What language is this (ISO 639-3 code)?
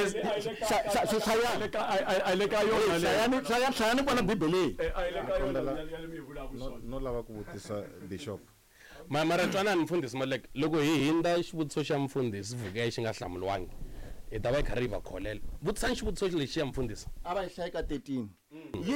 tso